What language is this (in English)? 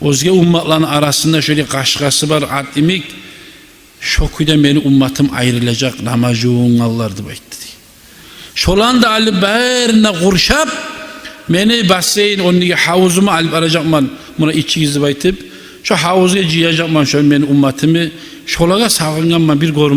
Kumyk